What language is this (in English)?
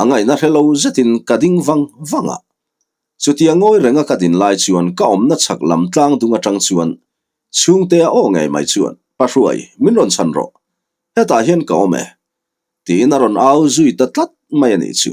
Mizo